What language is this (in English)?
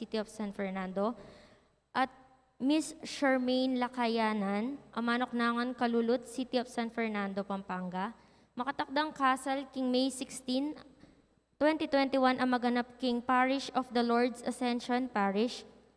Pampanga